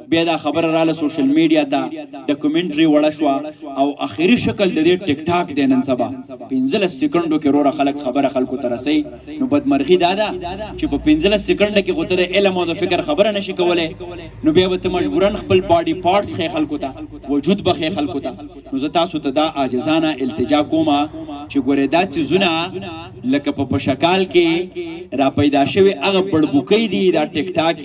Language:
Pashto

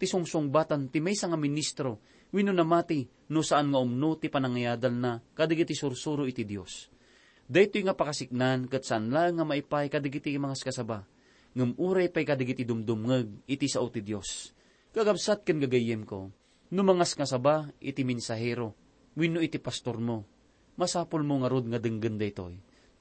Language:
Iloko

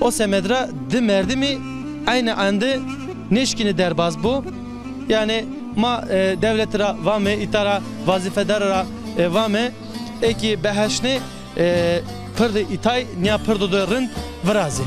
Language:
Zaza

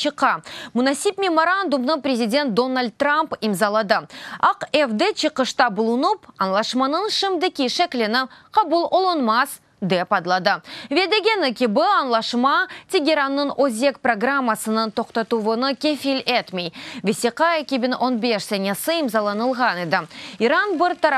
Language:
Crimean Tatar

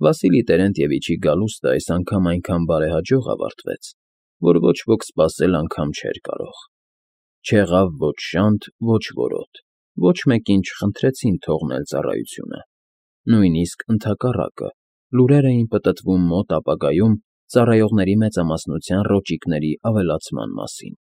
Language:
Armenian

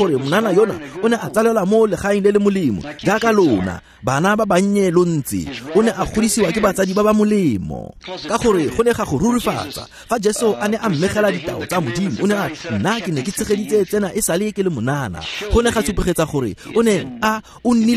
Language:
Tswana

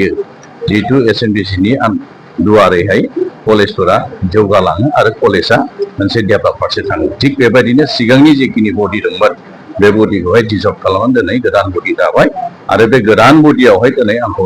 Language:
Bodo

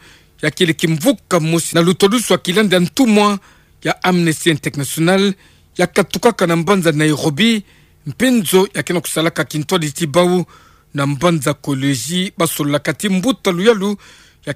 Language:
Kituba (Democratic Republic of Congo)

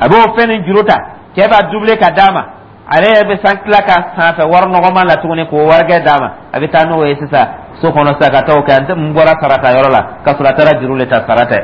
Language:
Dyula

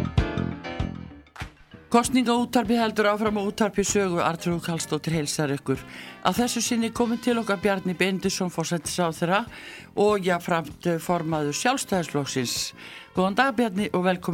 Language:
Icelandic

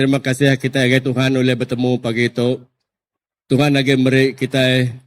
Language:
Iban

